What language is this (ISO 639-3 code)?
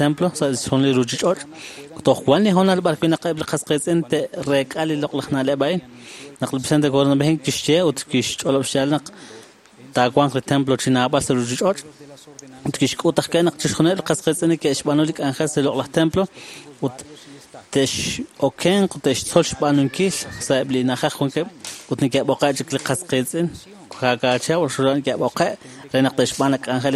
kek